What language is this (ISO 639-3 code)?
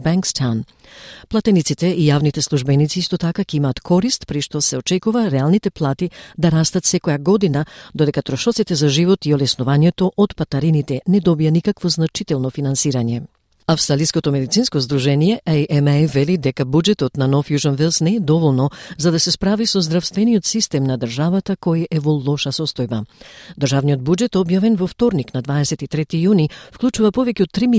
mkd